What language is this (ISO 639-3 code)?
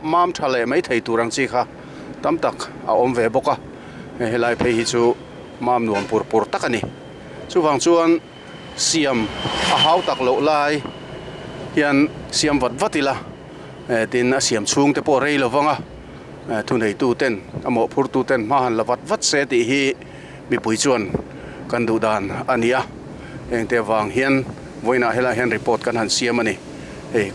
lus